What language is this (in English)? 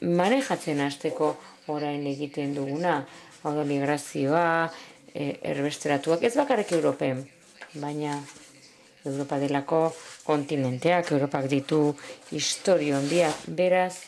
Basque